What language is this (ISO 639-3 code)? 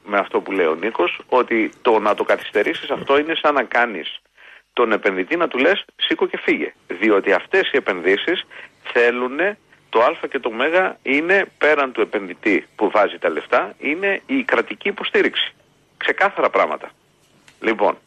ell